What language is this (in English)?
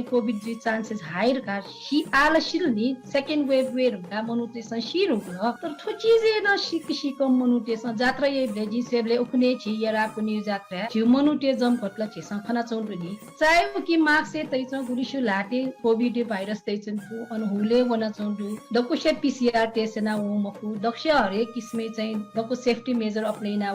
Newari